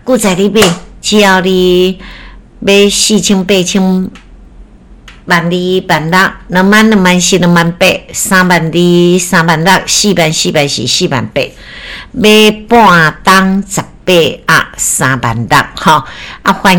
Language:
Min Nan Chinese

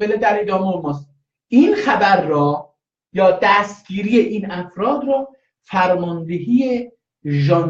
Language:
South Azerbaijani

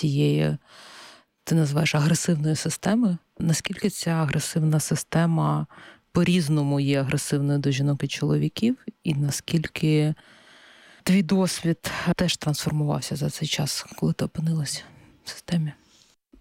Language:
Ukrainian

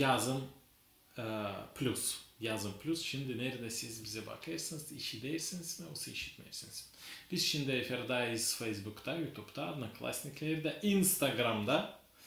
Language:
Gagauz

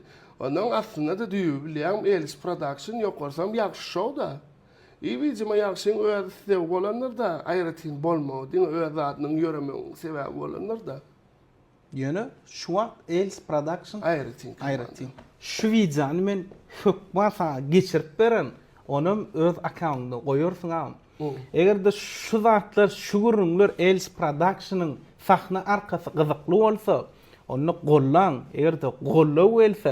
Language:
Turkmen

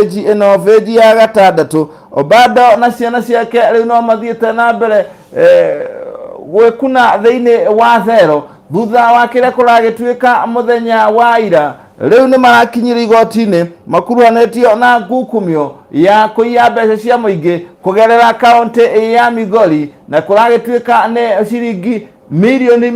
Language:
Kikuyu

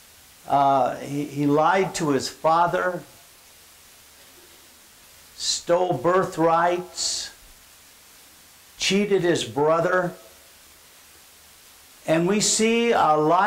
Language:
English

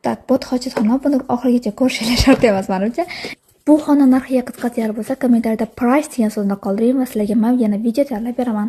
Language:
Uzbek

